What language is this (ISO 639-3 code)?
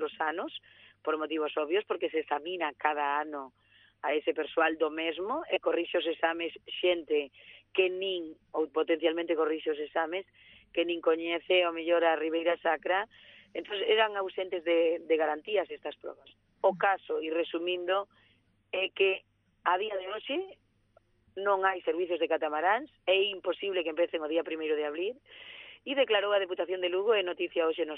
glg